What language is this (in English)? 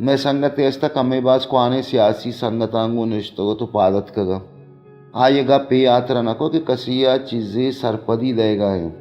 Baluchi